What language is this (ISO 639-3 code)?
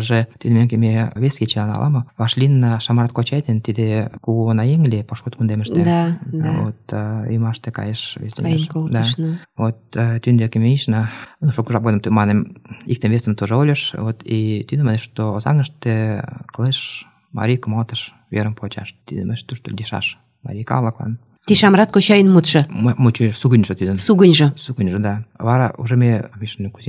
chm